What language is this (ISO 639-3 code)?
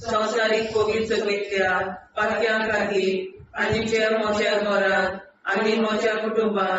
kok